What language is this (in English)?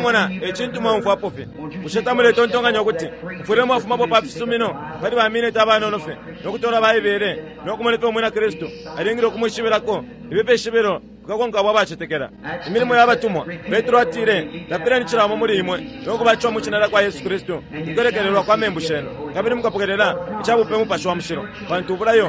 Bemba